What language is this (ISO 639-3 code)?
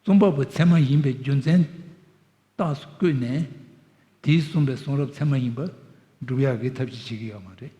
bod